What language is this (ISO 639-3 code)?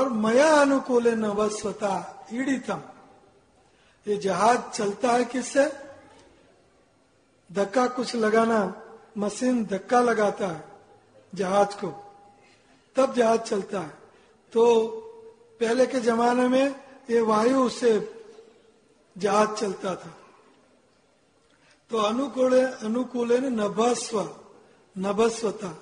hin